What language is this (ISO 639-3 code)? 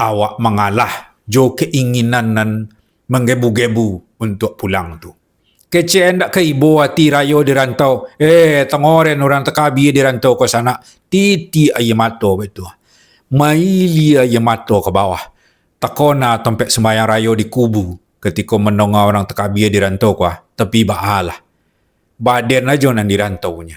min